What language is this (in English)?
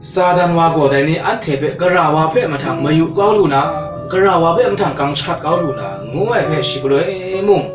Kachin